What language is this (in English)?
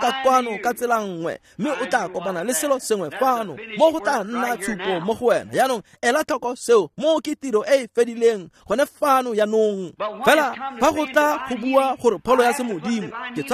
Tswana